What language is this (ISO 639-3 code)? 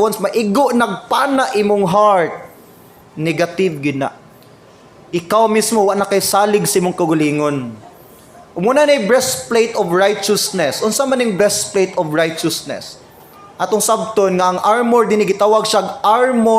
ceb